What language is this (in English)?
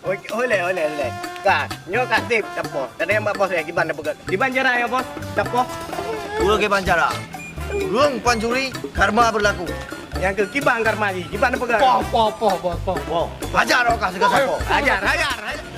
Achinese